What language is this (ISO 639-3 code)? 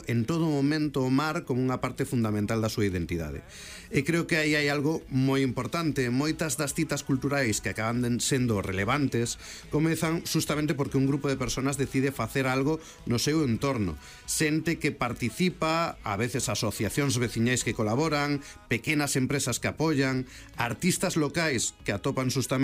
glg